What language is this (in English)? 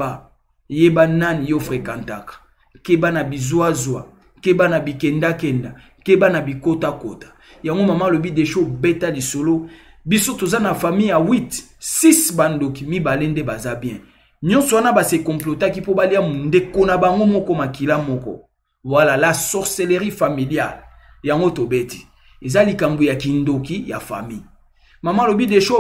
Lingala